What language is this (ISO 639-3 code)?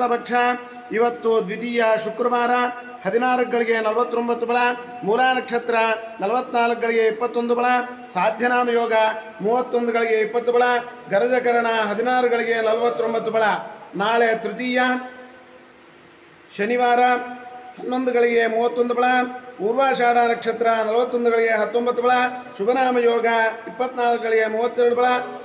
kan